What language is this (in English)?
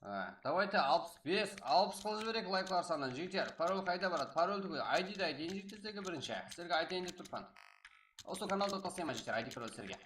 Kara-Kalpak